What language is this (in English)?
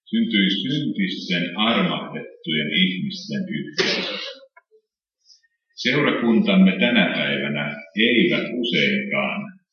Finnish